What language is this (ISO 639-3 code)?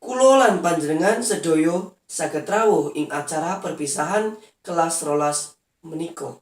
jav